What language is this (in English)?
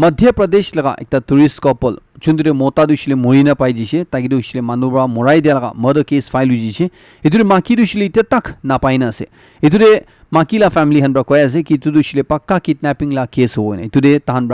Naga Pidgin